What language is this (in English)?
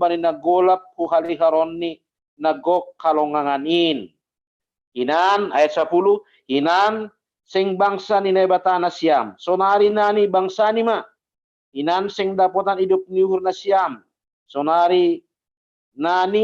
Batak Simalungun